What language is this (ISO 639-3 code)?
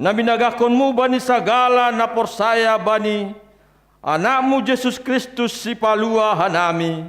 bts